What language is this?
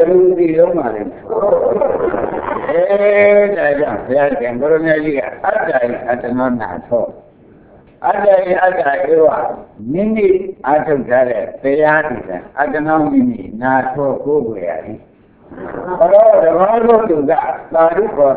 Burmese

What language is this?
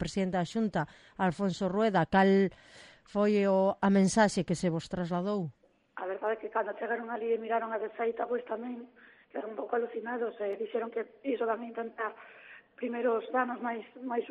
Galician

